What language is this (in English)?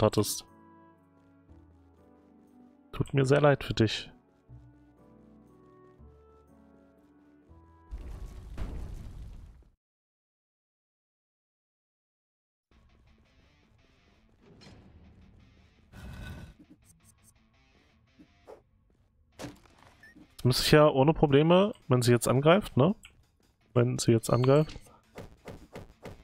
German